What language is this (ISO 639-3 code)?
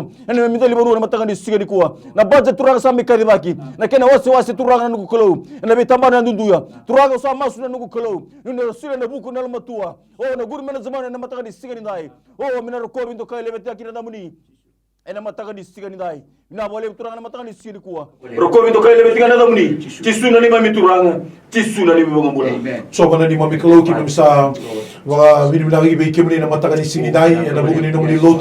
fij